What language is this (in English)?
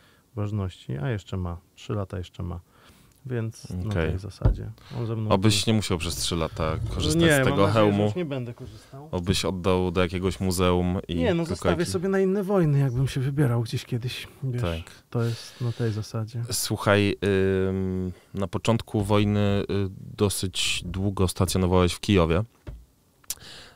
Polish